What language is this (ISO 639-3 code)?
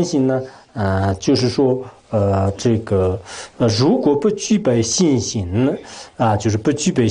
zho